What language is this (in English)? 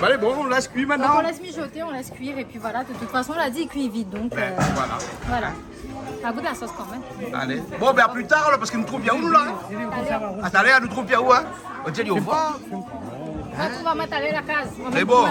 Réunion Creole French